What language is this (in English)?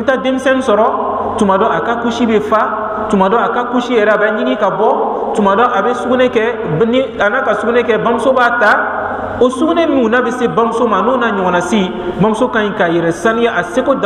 Bambara